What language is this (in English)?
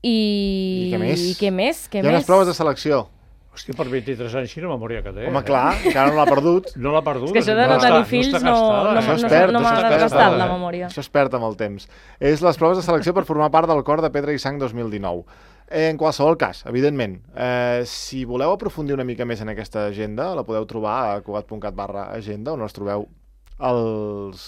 Catalan